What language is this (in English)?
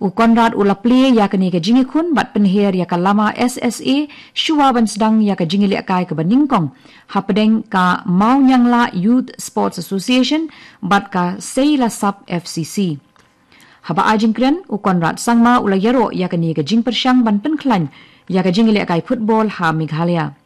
Khasi